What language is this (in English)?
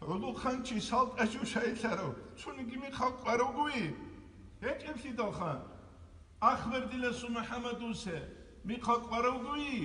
Avaric